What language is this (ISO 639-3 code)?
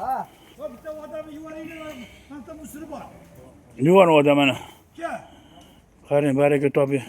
uzb